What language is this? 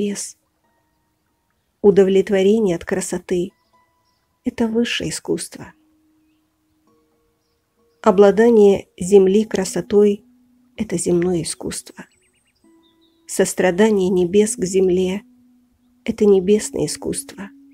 Russian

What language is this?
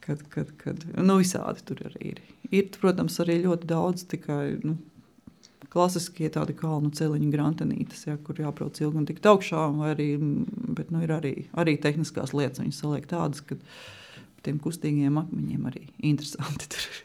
Latvian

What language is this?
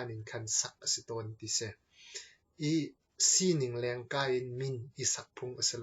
Hakha Chin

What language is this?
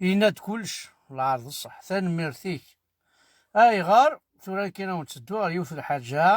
Kabyle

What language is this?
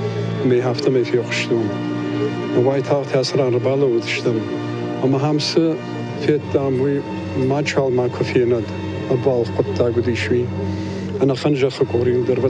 Ossetic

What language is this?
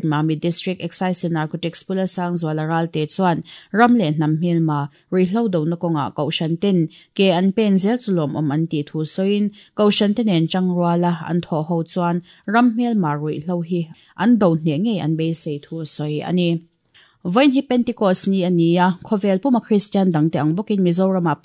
Mizo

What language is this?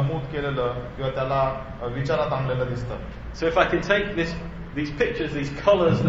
Marathi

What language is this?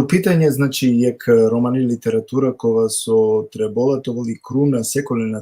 Balkan Romani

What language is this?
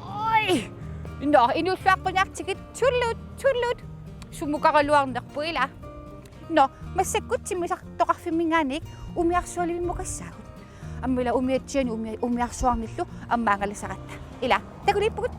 Kalaallisut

